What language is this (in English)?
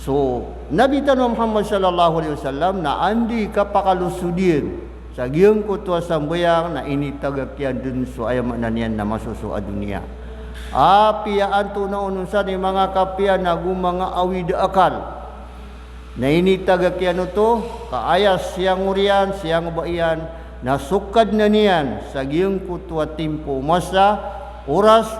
Maranao